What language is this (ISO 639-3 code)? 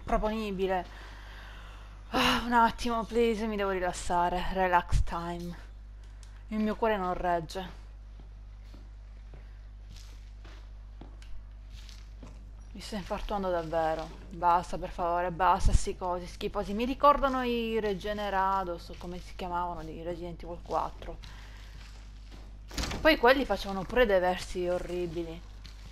ita